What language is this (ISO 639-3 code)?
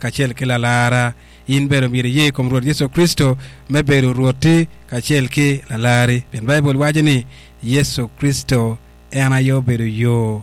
ach